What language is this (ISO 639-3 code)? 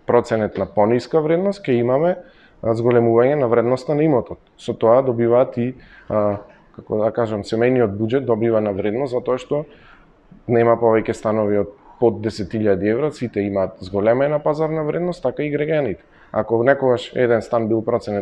mkd